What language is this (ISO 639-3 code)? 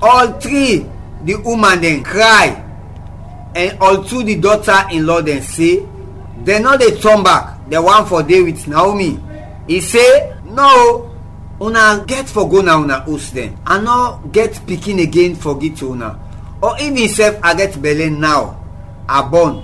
kri